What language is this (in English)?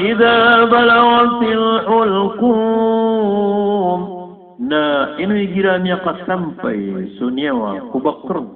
Maranao